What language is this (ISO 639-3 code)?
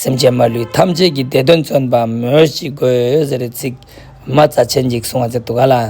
lbj